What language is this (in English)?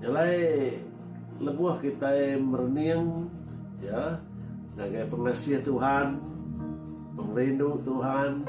Iban